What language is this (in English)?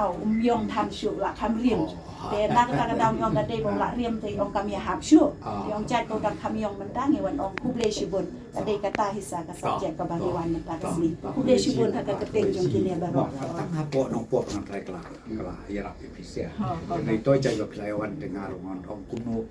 Khasi